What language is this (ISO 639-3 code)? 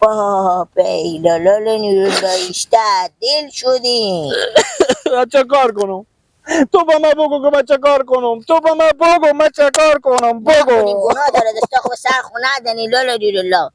fas